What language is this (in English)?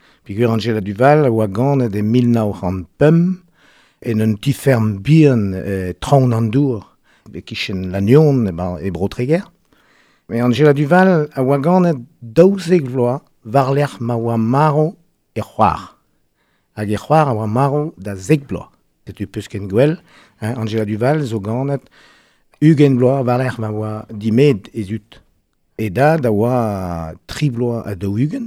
Breton